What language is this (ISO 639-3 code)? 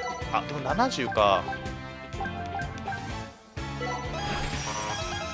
jpn